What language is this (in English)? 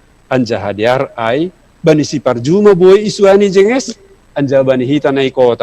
Batak Simalungun